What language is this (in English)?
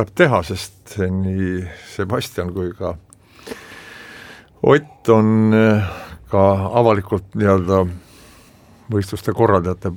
Estonian